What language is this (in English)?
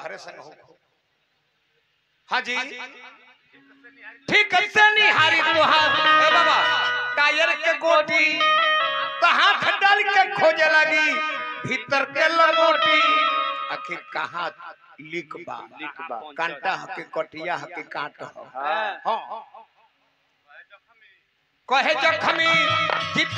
Bhojpuri